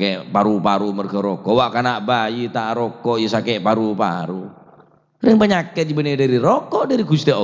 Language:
Madurese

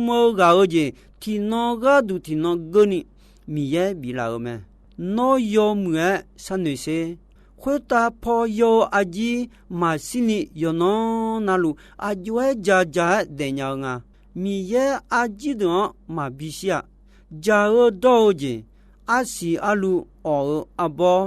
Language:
Akha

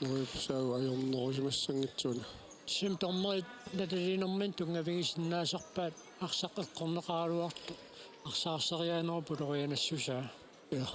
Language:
Kalaallisut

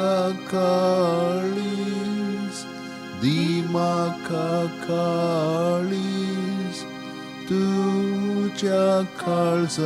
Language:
Konkani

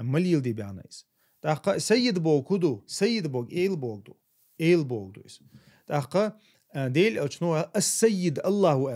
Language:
Chechen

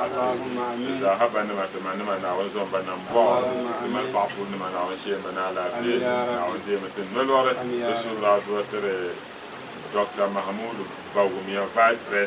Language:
Dagbani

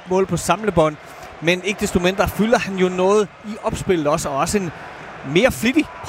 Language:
Danish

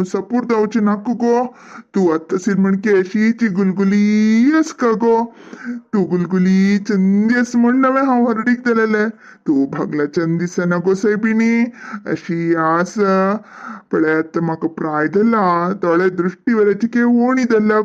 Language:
Konkani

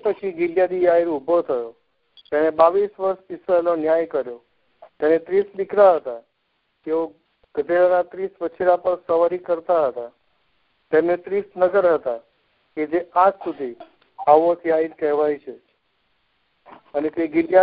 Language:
Gujarati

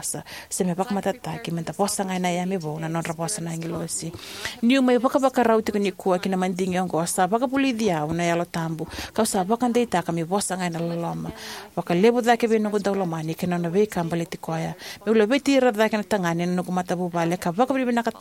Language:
Fijian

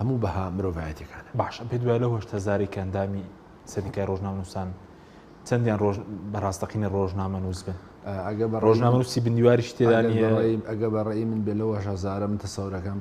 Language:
Central Kurdish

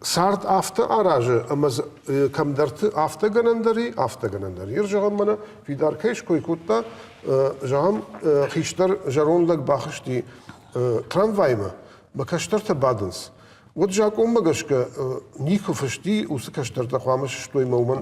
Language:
Ossetic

